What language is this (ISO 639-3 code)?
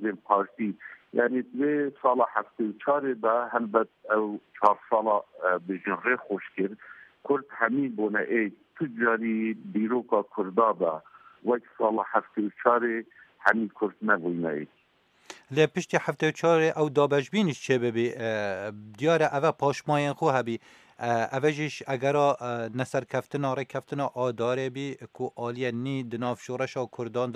kur